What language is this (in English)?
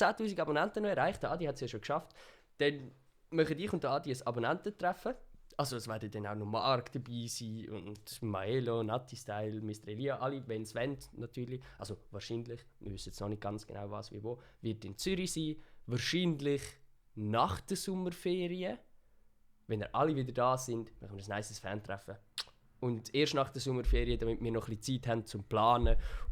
Swiss German